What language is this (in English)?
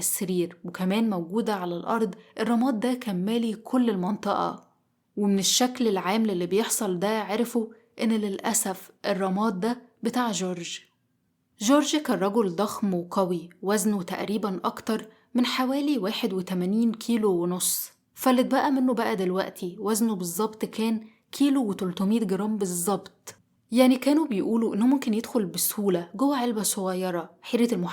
Egyptian Arabic